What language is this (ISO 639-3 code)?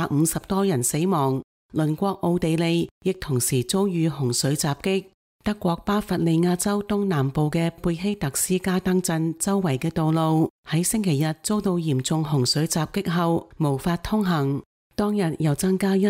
yue